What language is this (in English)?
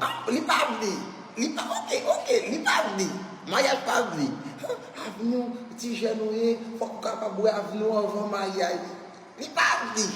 Haitian Creole